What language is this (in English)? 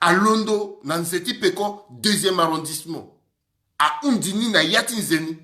Sango